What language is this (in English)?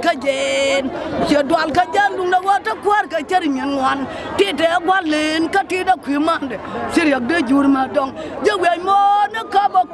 Nuer